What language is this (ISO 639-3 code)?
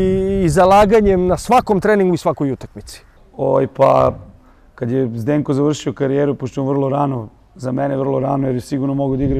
srp